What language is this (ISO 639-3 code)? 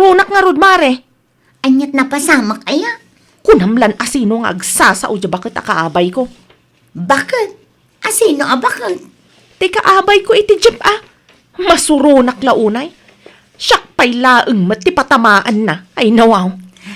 ilo